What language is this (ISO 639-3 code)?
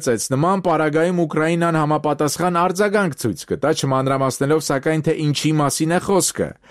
hye